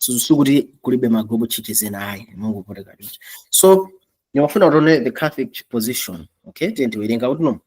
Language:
Nyanja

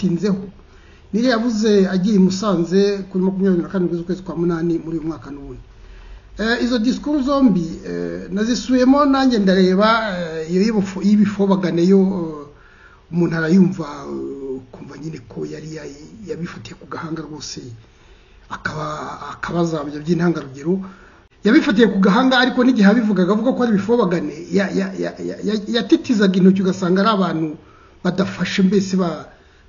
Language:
Kinyarwanda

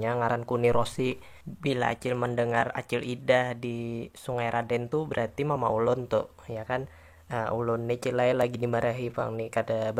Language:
Banjar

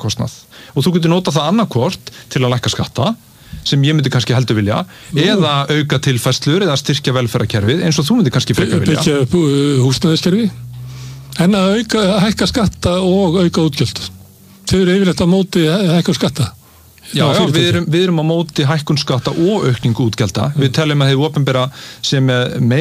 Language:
Icelandic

